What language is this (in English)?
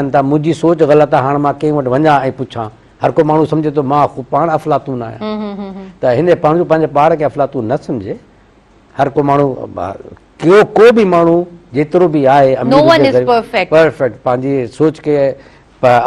Sindhi